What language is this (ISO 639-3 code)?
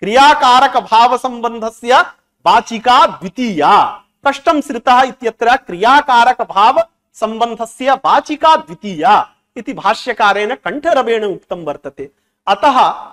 san